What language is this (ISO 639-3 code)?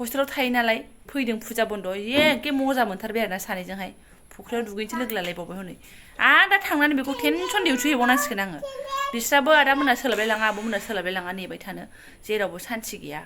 brx